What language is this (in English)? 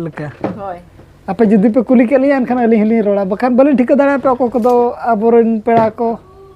Santali